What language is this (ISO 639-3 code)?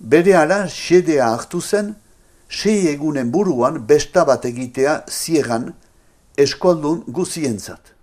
eus